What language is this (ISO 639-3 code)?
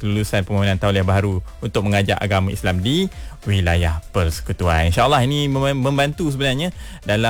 msa